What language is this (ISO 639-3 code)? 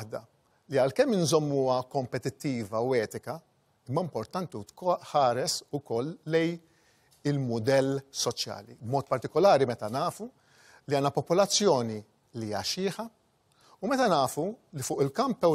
mlt